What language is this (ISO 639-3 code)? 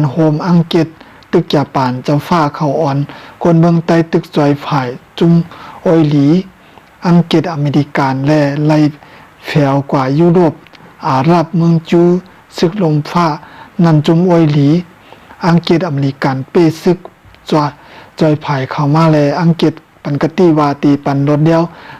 shn